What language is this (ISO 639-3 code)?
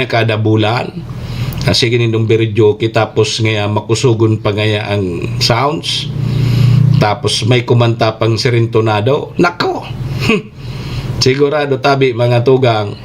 bik